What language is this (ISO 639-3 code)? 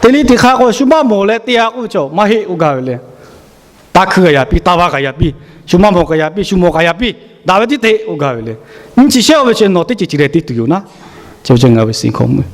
lhu